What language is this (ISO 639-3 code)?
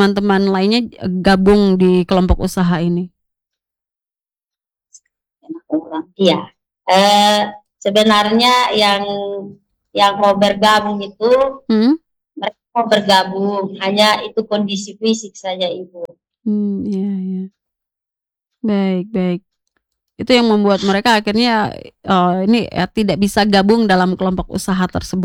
ind